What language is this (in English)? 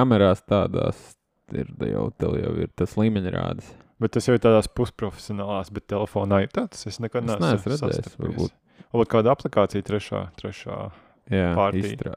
Latvian